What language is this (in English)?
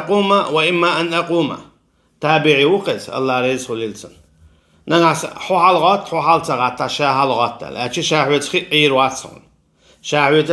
Chechen